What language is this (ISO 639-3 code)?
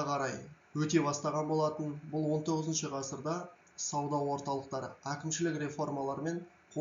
kaz